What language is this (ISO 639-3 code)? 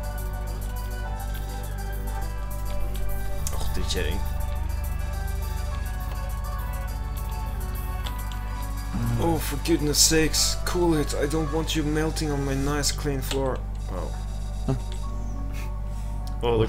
nor